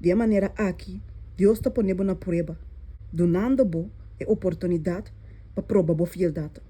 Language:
Papiamento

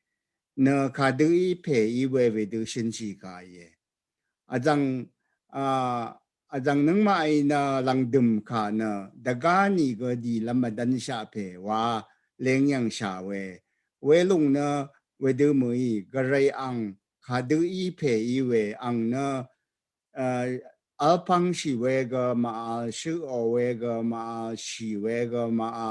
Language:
Rawang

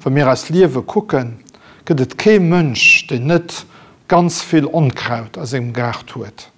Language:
Luxembourgish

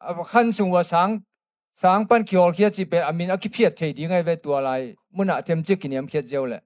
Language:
Tedim Chin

